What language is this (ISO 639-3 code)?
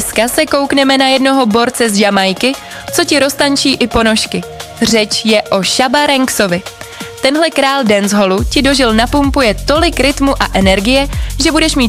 ces